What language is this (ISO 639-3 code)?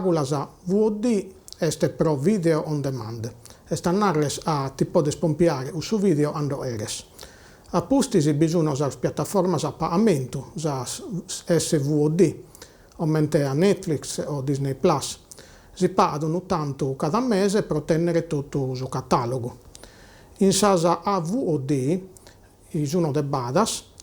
srd